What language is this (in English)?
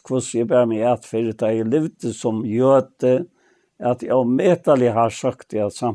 Faroese